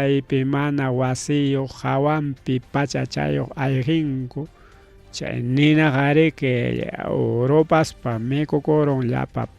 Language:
Ayacucho Quechua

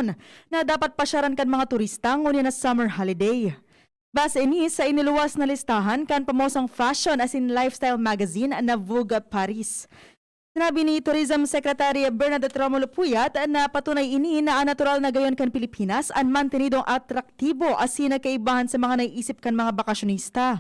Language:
Bikol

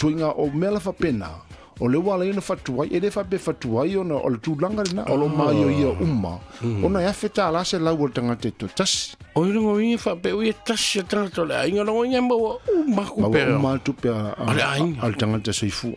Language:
Samoan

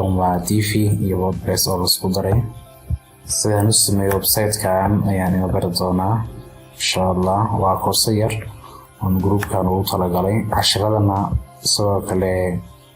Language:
Somali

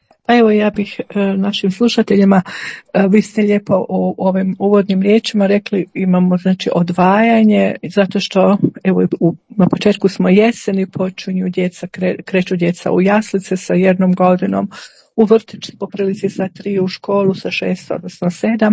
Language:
Croatian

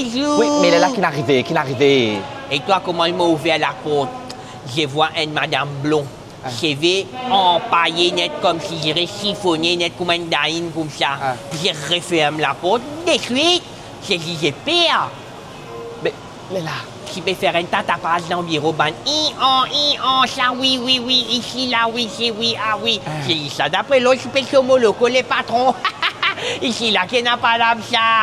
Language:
Morisyen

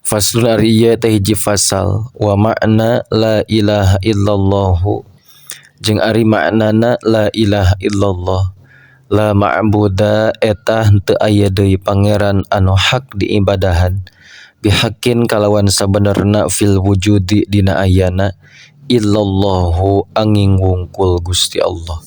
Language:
Sundanese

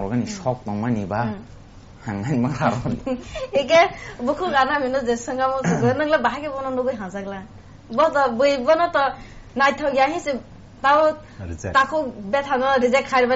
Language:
Kok Borok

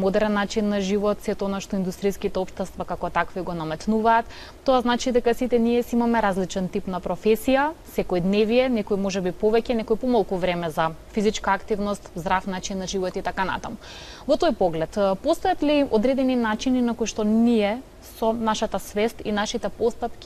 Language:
Macedonian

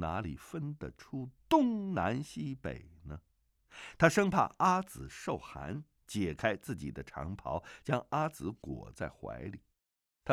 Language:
Chinese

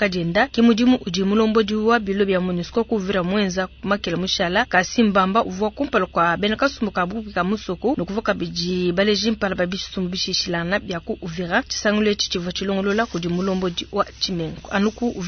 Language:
Luba-Lulua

